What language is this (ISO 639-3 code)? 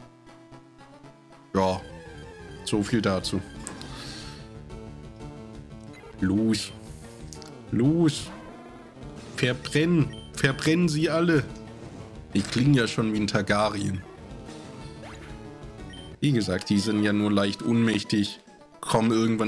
deu